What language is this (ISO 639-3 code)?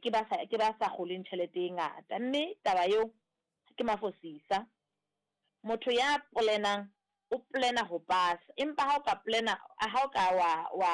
sot